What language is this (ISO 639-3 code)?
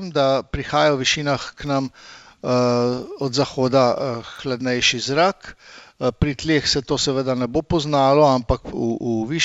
slv